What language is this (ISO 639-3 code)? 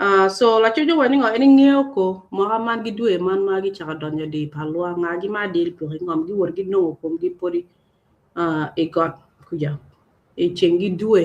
ach